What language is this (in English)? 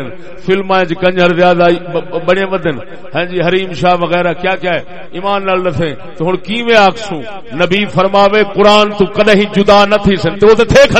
Saraiki